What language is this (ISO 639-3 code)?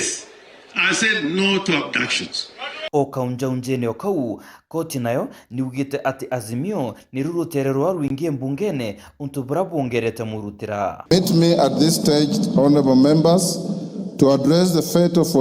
mer